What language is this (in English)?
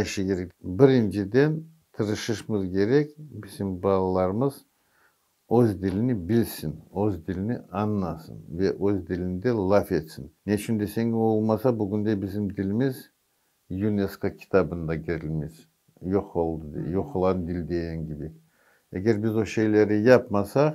Crimean Tatar